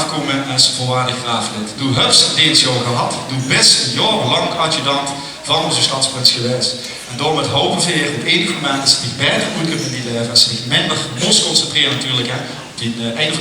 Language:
Limburgish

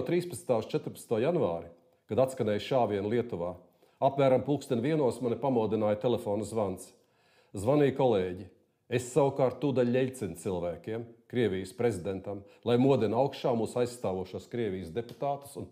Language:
Latvian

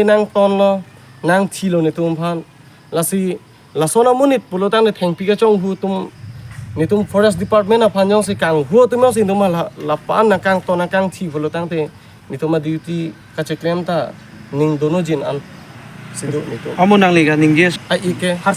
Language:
Karbi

